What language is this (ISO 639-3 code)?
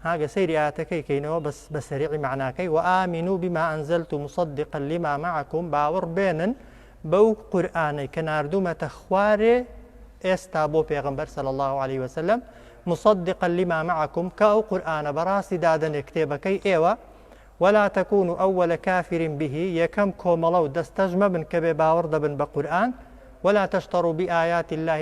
ckb